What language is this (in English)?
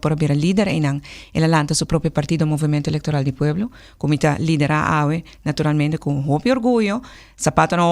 Papiamento